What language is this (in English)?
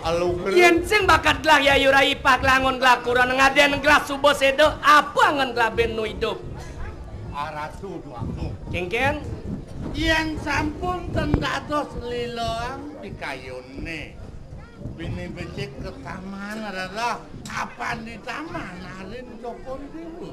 Balinese